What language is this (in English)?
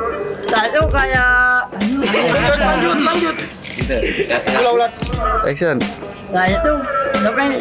Betawi